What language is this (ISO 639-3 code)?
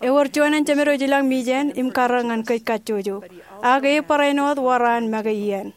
mah